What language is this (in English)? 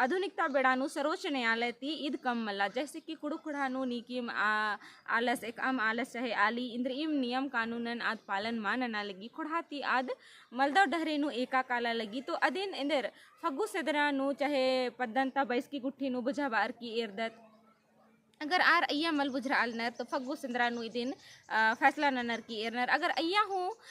Kurukh